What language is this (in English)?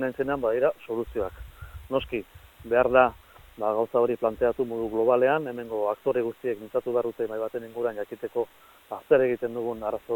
Basque